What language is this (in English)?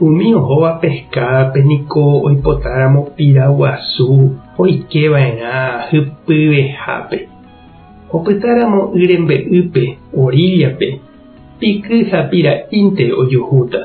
Guarani